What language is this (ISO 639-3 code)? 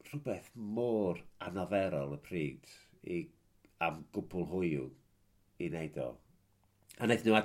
cym